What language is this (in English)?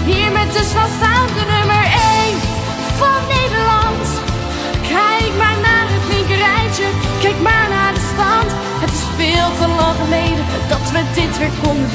Dutch